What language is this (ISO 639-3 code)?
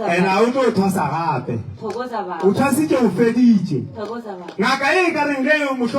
nso